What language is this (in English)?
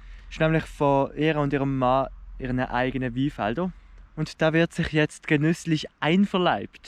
Swiss German